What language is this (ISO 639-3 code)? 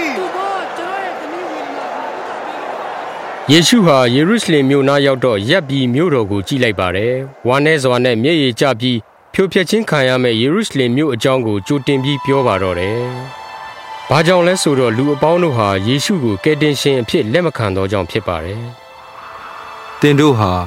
mya